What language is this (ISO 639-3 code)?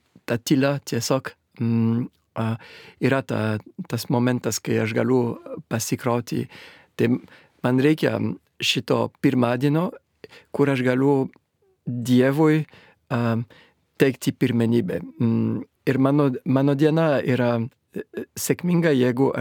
lit